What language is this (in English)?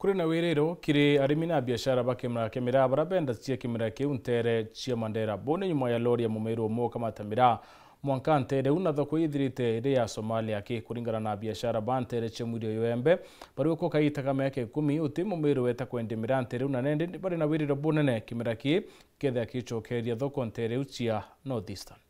Meru